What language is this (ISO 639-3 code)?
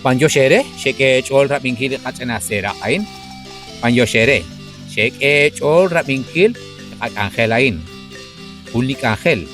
kek